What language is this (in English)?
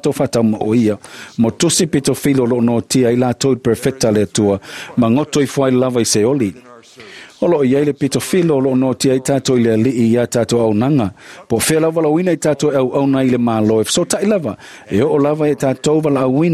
Samoan